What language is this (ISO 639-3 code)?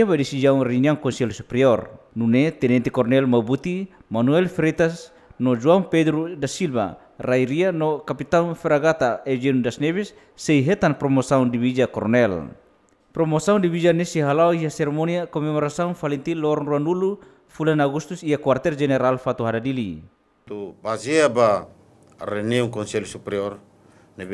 tet